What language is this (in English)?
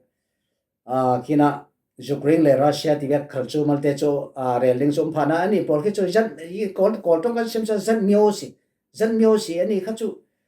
Falam Chin